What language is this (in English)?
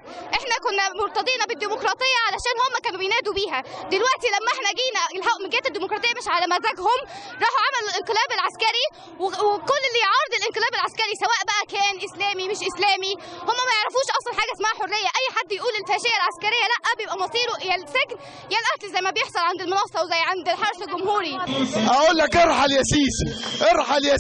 Egyptian Arabic